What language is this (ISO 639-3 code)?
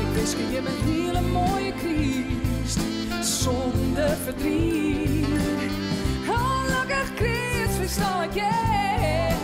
fry